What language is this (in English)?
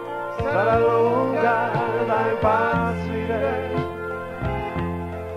Italian